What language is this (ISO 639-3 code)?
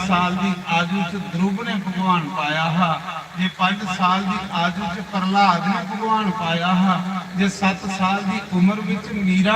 doi